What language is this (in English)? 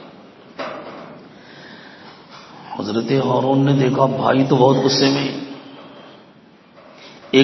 Urdu